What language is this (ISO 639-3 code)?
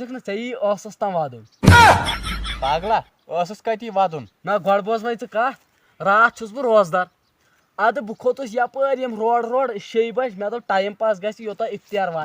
kas